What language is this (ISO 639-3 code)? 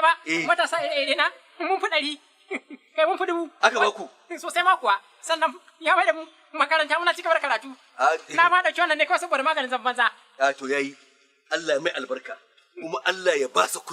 hau